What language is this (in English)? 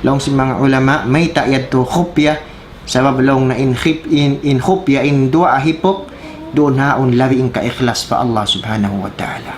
Tausug